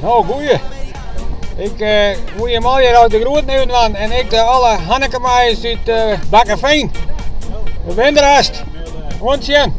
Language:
Western Frisian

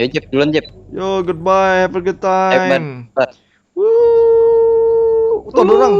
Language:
Banjar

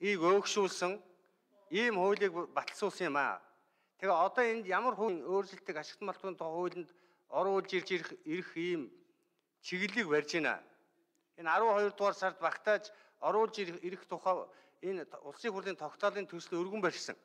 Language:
Mongolian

